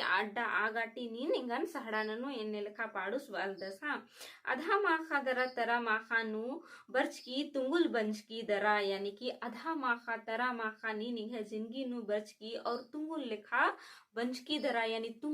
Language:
Kurukh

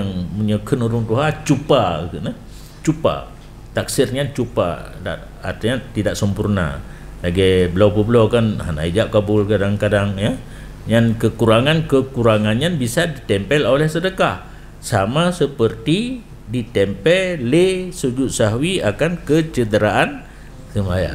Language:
Achinese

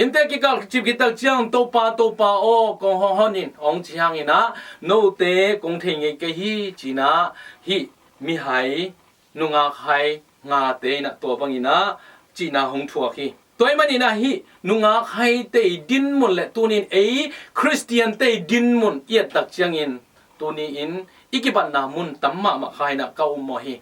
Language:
Tedim Chin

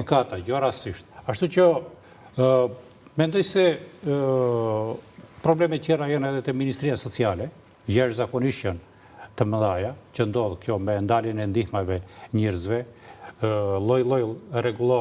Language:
Albanian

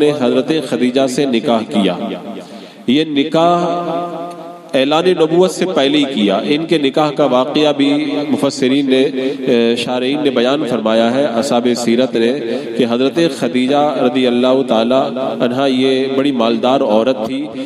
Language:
Urdu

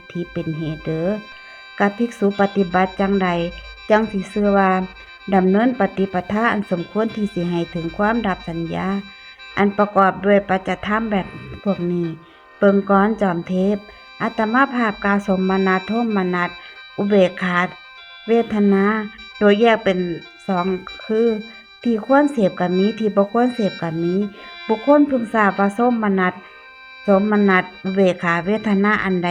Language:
Northeastern Thai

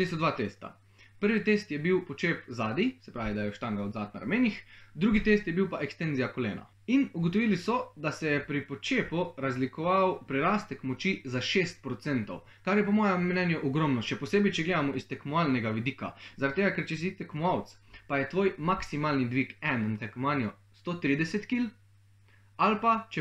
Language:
Slovenian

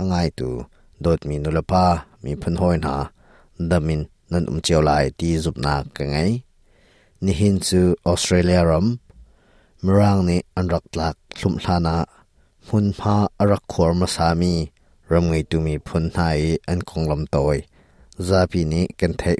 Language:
Hakha Chin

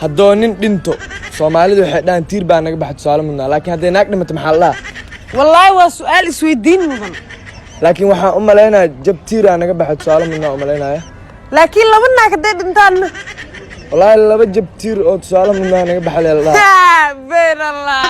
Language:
Somali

